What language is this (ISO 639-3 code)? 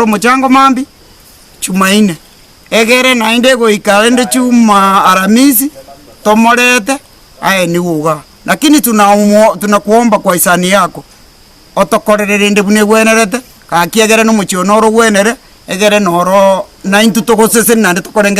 guz